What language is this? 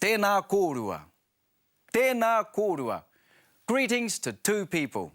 Māori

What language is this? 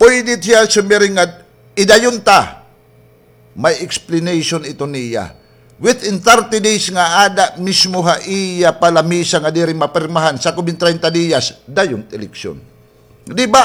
Waray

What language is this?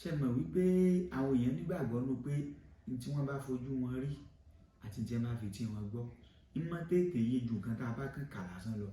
Yoruba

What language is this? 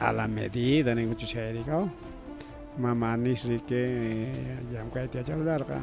Ayacucho Quechua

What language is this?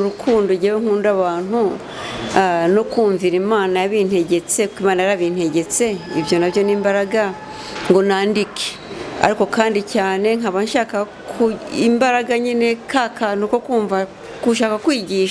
Kinyarwanda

